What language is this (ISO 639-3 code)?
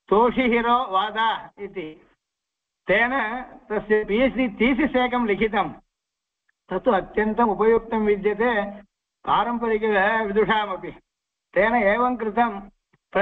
san